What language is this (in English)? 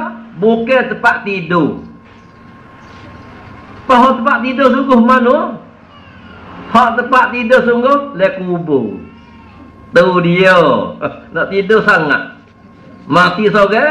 Malay